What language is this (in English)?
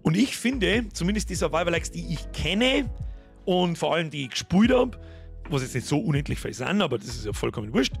Bavarian